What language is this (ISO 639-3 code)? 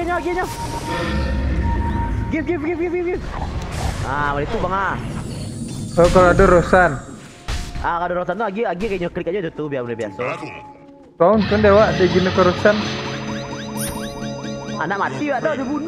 msa